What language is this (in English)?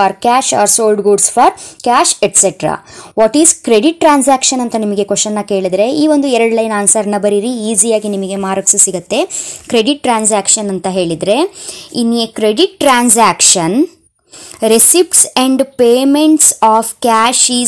Kannada